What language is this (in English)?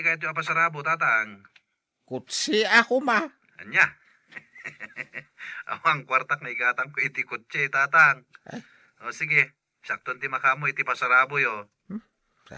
Iloko